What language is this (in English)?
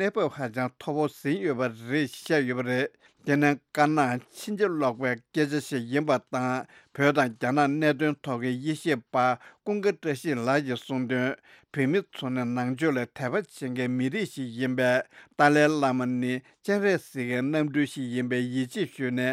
Tibetan